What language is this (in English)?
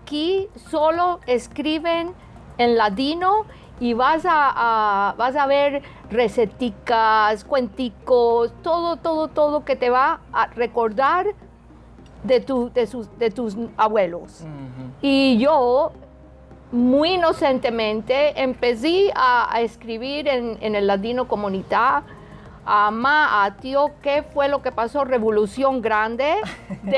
Ladino